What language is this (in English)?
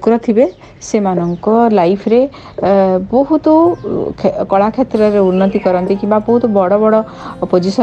Odia